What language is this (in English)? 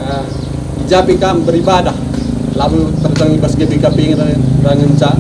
Batak Karo